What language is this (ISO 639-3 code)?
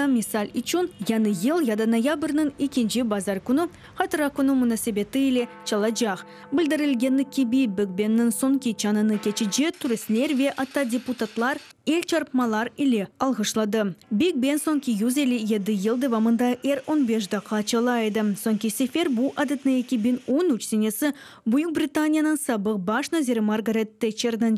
crh